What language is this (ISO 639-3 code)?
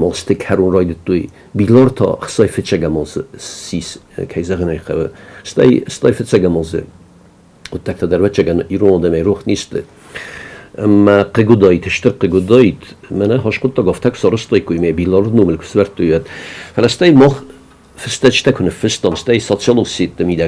oss